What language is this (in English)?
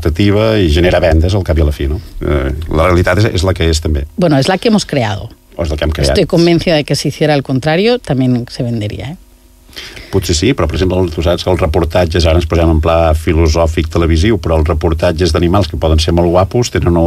Catalan